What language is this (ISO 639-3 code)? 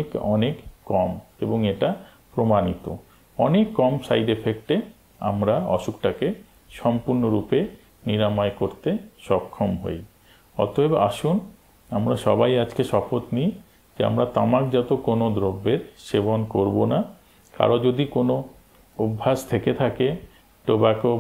ben